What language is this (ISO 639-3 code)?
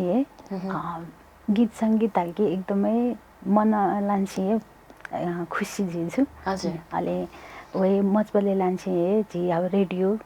new